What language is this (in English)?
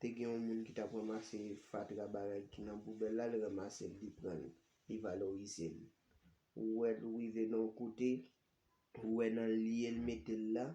Haitian Creole